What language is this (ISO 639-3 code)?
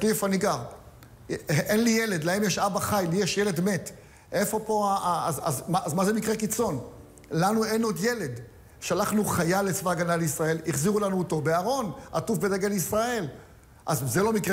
heb